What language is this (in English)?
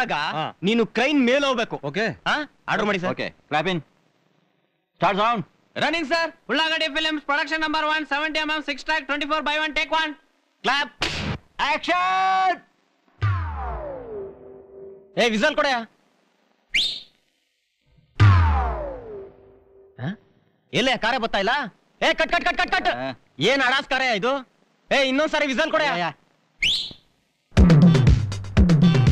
Kannada